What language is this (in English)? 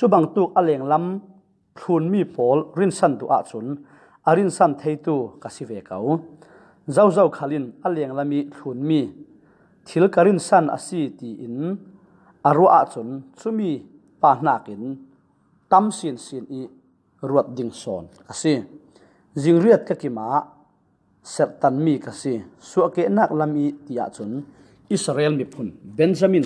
Falam Chin